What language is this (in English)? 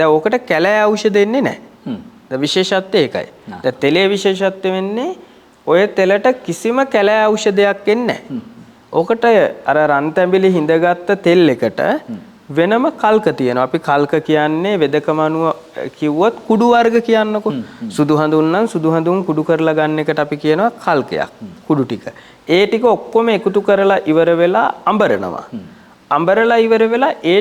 Sinhala